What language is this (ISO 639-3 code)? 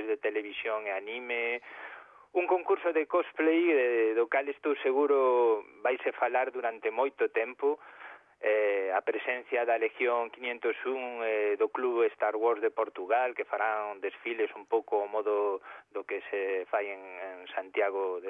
glg